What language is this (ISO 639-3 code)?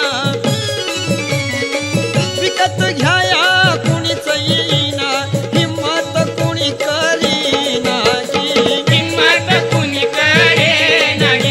mar